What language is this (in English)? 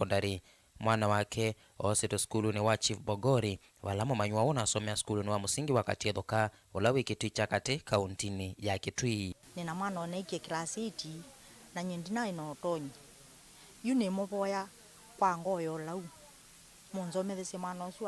Kamba